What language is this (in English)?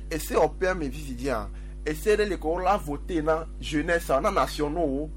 Gen